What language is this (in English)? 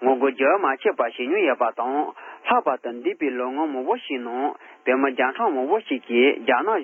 Tibetan